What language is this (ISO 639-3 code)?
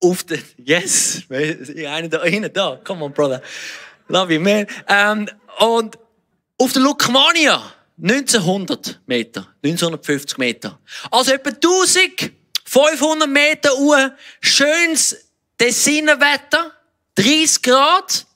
gsw